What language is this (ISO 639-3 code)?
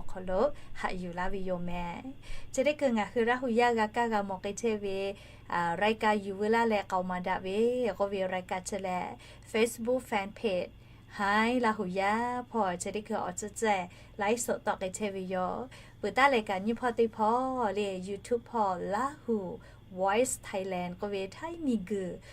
lhu